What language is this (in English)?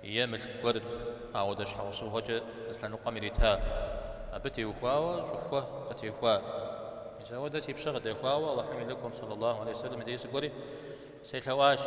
Kabardian